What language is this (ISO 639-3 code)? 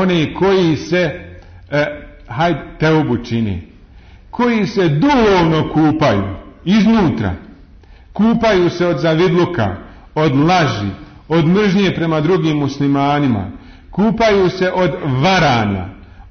bos